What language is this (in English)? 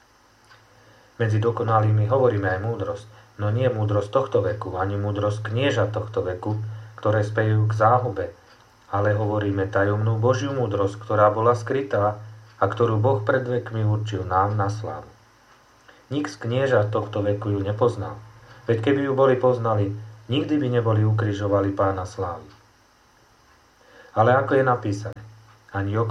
Slovak